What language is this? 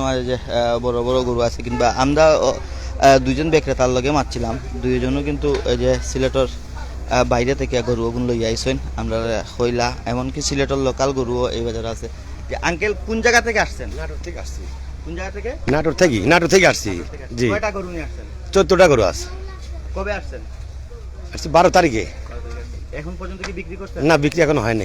Sylheti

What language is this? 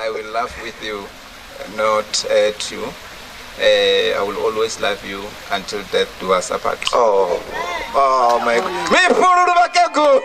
Venda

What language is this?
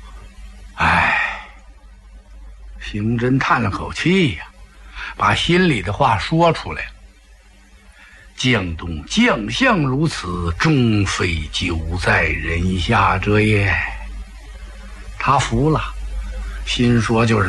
Chinese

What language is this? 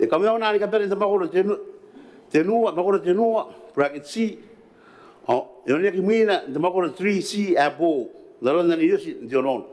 Gilbertese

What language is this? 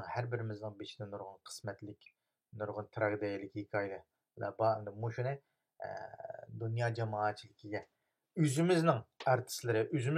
Uyghur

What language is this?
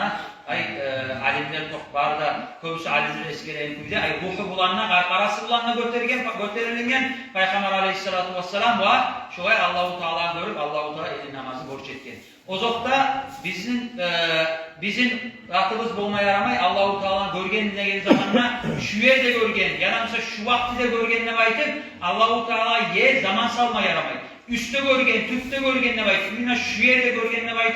Kumyk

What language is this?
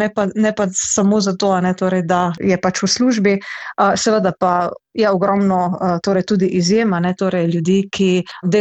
Slovenian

